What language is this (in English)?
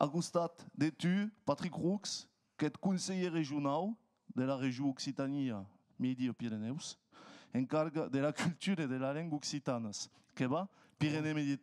Occitan